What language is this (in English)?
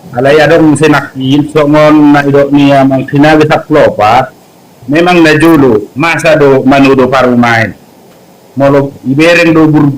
Batak Toba